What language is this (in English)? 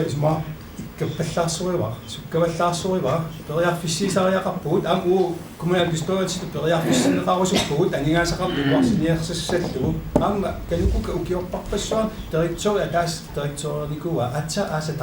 Kalaallisut